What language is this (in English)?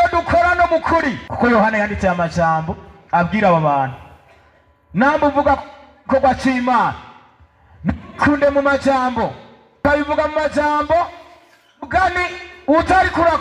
Rundi